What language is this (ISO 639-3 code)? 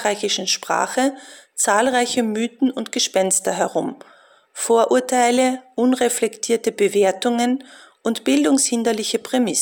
deu